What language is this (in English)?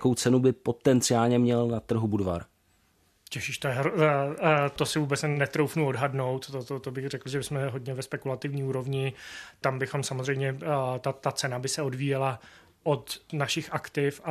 Czech